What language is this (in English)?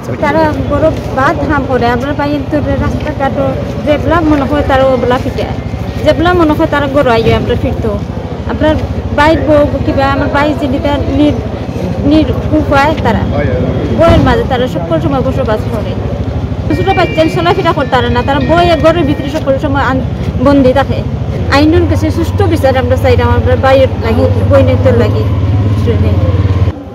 Sylheti